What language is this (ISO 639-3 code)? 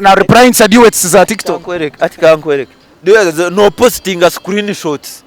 nyn